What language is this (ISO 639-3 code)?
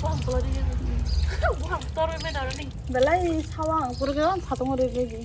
trp